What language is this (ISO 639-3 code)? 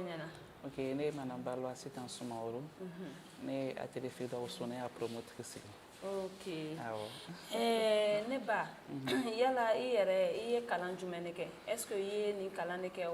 bam